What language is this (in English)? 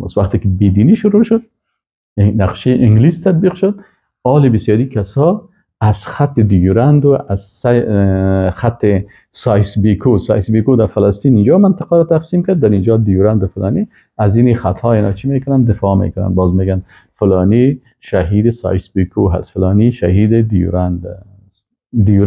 Persian